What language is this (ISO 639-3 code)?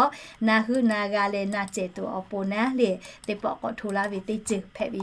lhu